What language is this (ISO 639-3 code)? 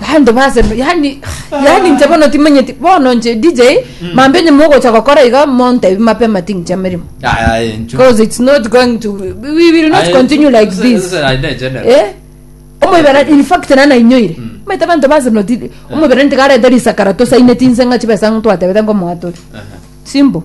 guz